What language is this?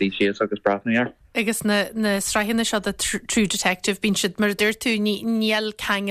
Irish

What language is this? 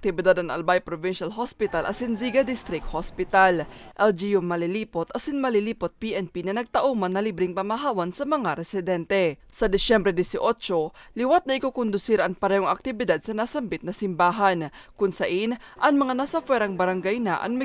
Bikol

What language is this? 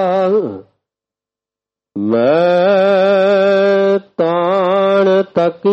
Punjabi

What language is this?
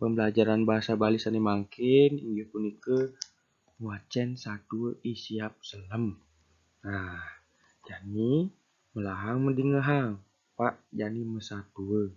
Balinese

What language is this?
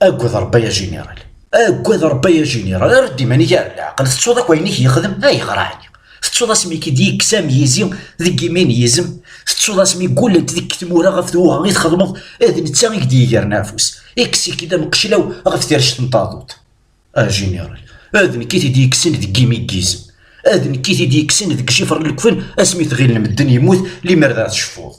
Kabyle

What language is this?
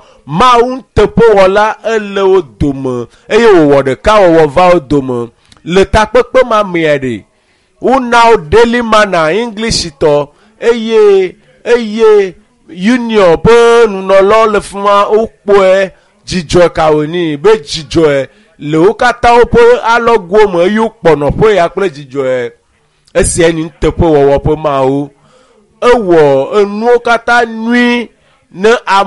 Ewe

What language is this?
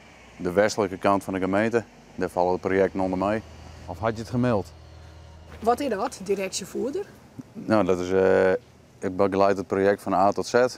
Western Frisian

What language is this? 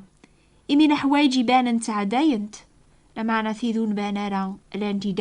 Kabyle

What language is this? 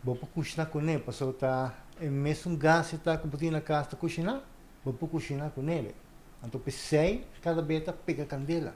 Papiamento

